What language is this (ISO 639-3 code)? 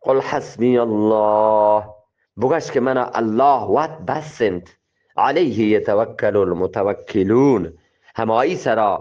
bgp